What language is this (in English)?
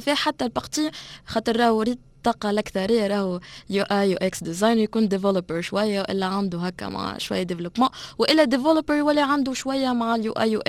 Tunisian Arabic